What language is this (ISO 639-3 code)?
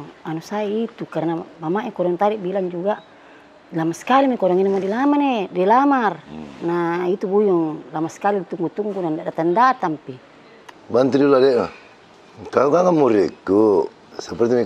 mfp